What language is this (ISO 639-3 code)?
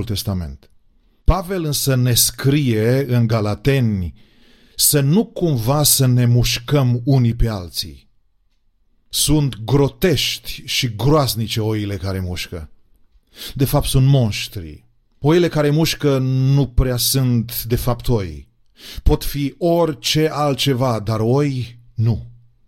ron